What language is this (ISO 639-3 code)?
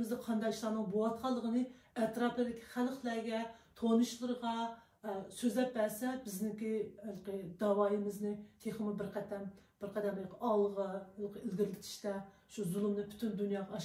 uig